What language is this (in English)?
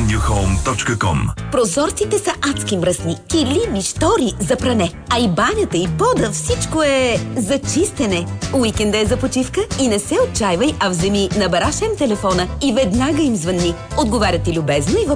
Bulgarian